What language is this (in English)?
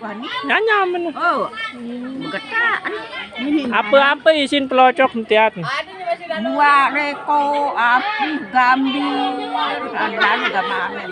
Sasak